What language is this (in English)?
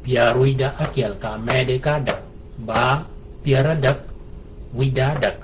Shilluk